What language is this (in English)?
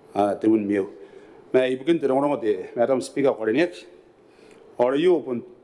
Gilbertese